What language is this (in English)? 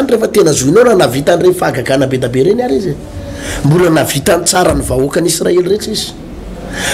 Malagasy